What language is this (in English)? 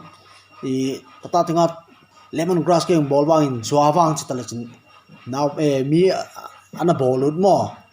Paite Chin